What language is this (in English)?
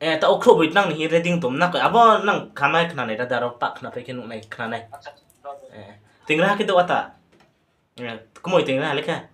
Riang (India)